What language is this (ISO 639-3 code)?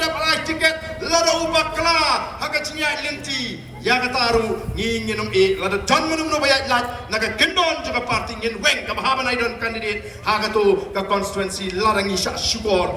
kha